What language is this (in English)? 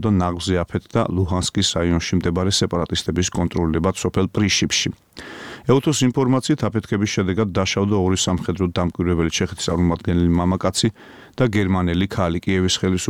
Georgian